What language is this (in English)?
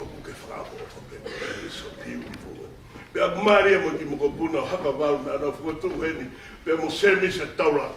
Tongan